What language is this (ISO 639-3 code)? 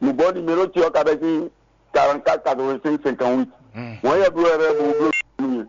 fon